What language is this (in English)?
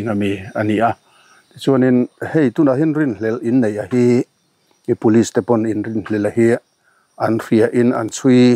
Mizo